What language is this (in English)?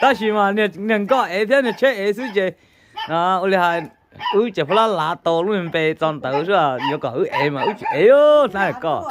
Hmong